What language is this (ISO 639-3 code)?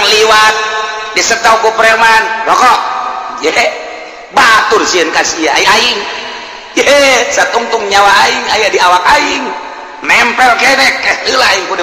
sun